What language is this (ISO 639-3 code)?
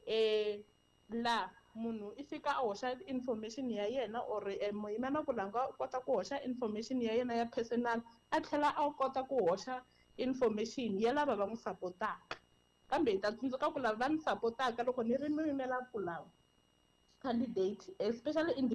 tso